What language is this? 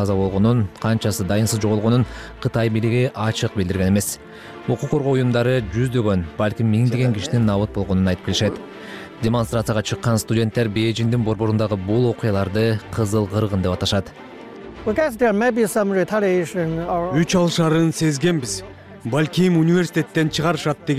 Kyrgyz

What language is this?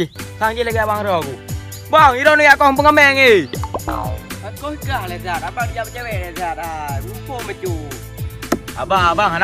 Achinese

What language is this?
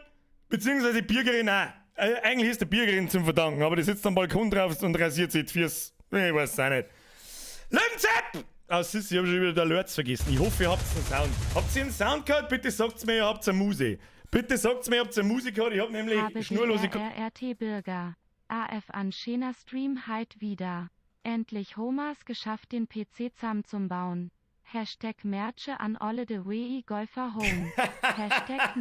Bavarian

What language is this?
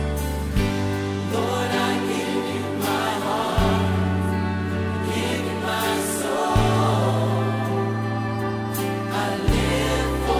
Estonian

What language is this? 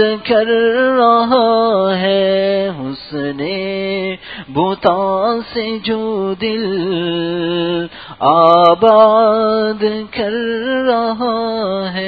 Urdu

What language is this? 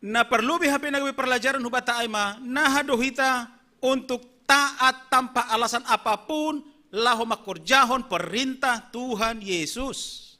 Batak Simalungun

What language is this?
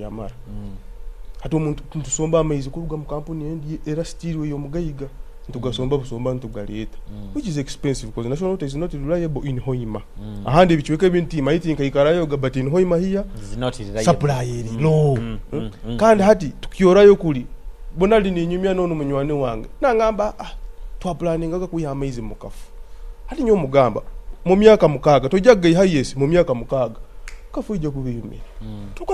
Nyoro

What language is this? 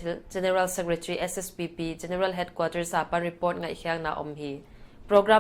Paite Chin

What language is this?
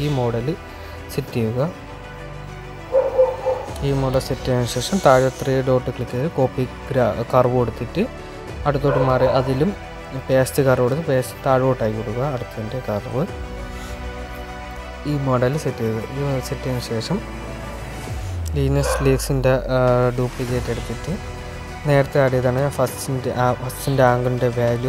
Malayalam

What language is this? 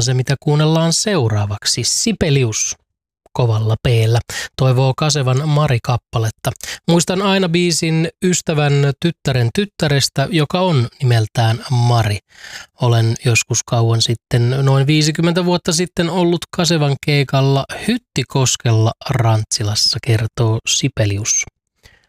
Finnish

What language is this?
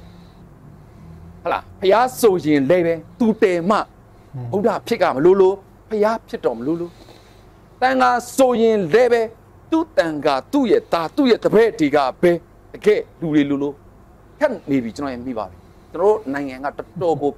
Burmese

